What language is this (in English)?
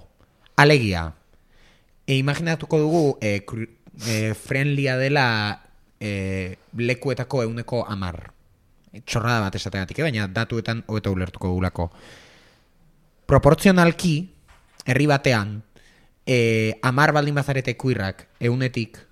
Basque